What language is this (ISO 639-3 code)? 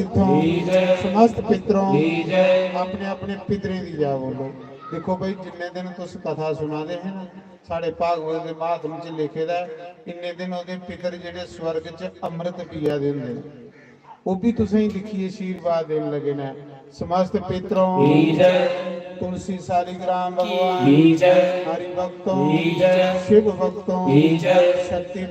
doi